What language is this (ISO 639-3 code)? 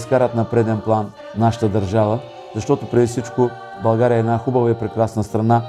bul